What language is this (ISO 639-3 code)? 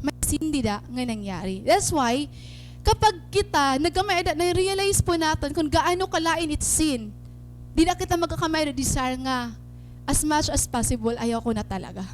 war